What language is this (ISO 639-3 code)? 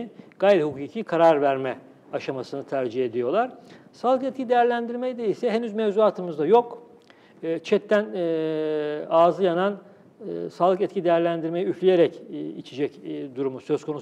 tur